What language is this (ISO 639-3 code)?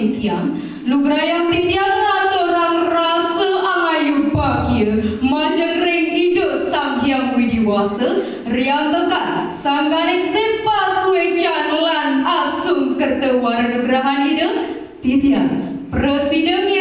ban